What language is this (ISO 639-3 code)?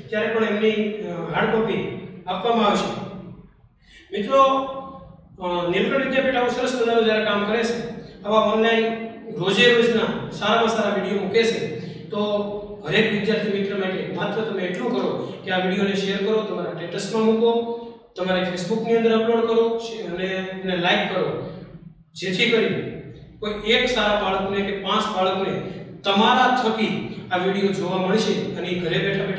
guj